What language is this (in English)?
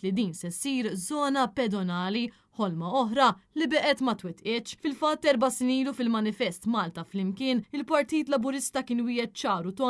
Maltese